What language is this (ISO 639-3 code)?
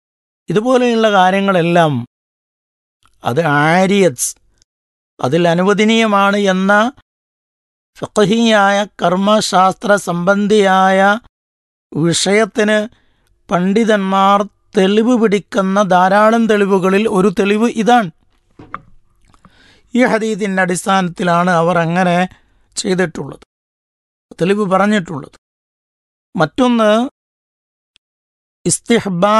mal